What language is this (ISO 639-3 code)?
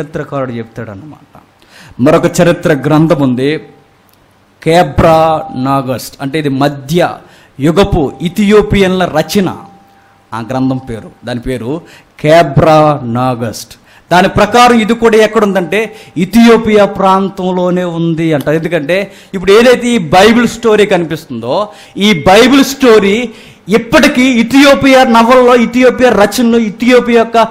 tel